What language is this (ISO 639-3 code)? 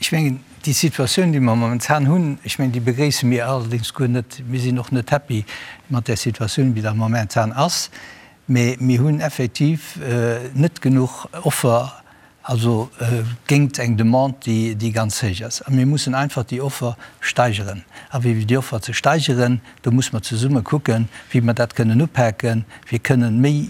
ltz